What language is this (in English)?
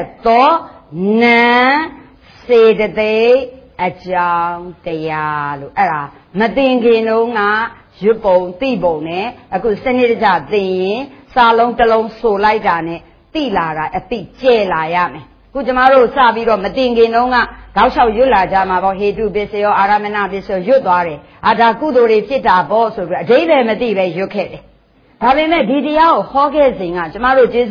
Burmese